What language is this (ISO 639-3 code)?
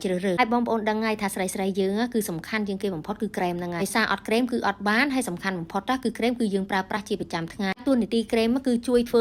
khm